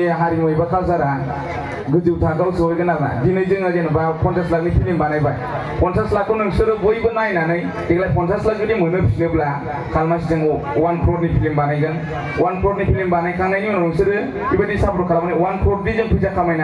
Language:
Bodo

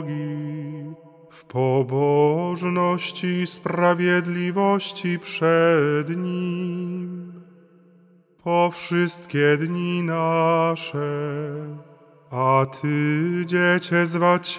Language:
Polish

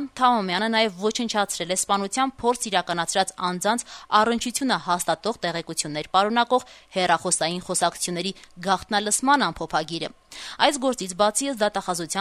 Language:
Armenian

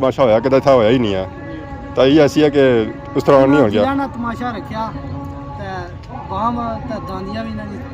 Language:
Pahari-Potwari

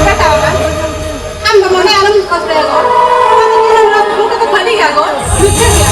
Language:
Santali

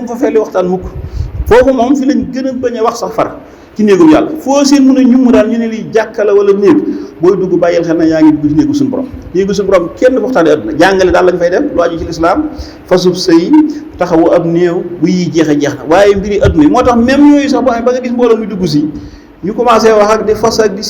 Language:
Wolof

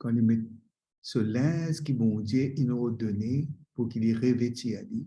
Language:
Morisyen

